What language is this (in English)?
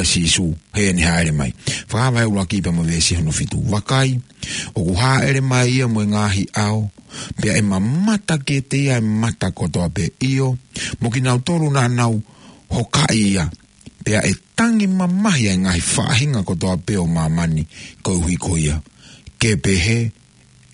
Tongan